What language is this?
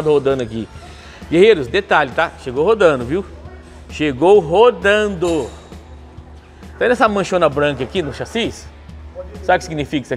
Portuguese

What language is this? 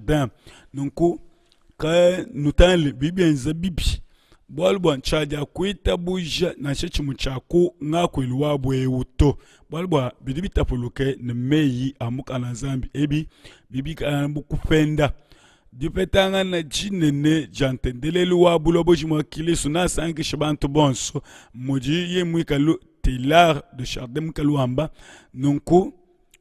Luba-Lulua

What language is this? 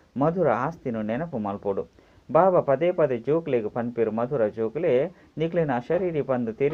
Tulu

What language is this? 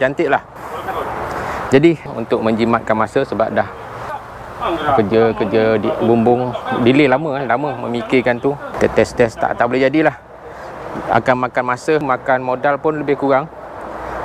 Malay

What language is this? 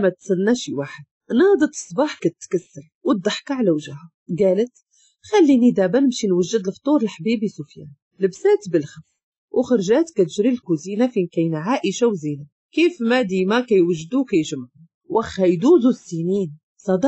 Moroccan Arabic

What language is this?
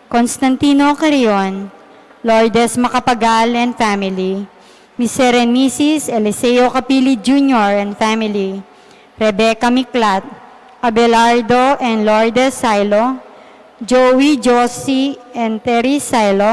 Pampanga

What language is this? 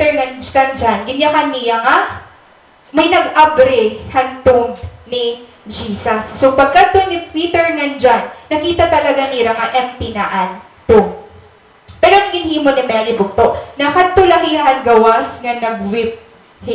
Waray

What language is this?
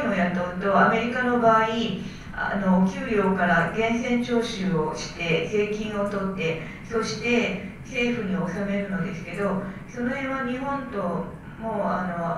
Japanese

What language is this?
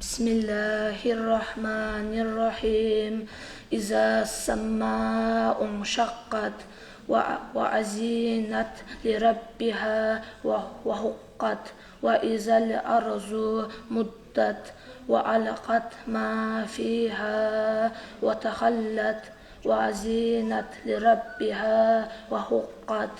Kumyk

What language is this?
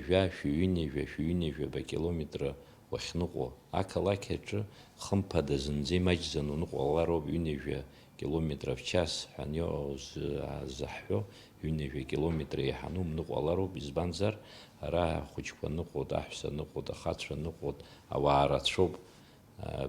Abkhazian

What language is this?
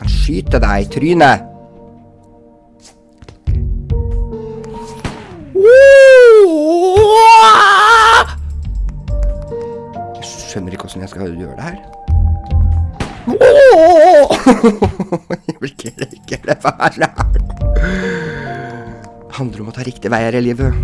Norwegian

